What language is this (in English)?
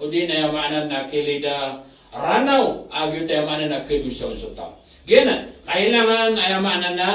Maranao